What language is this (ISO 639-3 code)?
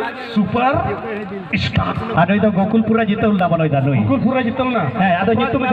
sat